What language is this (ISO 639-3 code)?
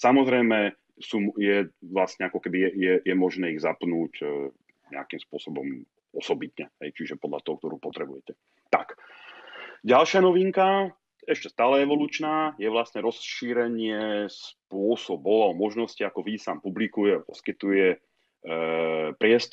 slk